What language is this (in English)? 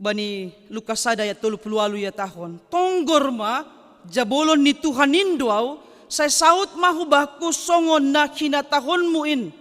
Batak Simalungun